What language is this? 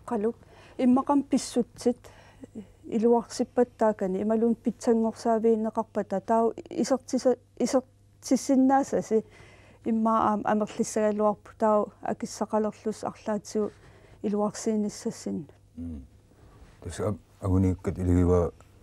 Kalaallisut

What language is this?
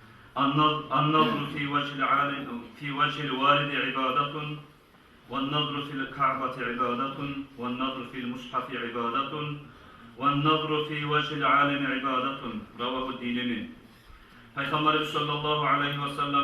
Kumyk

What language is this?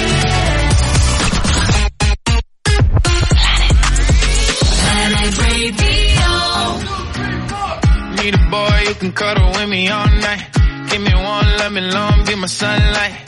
German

